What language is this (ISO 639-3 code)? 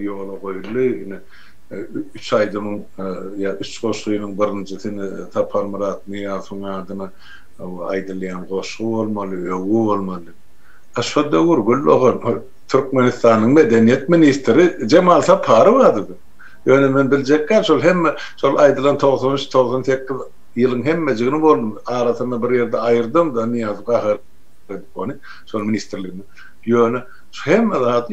tuk